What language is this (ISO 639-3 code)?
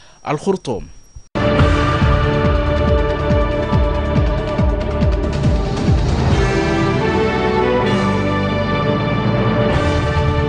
ara